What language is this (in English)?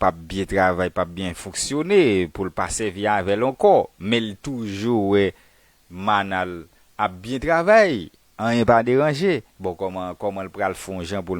Haitian Creole